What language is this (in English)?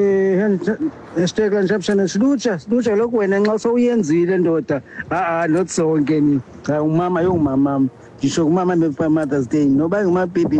Xhosa